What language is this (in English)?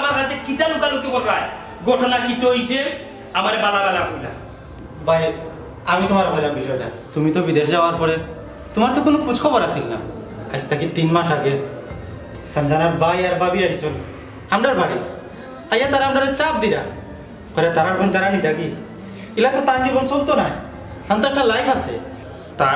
Sylheti